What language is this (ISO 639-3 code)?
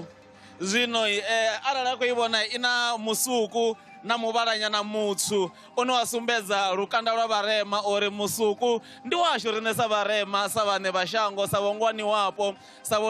ven